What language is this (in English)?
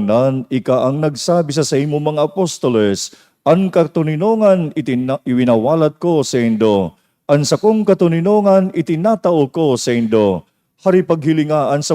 Bikol